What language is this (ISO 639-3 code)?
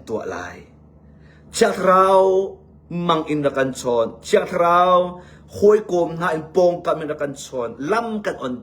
cnh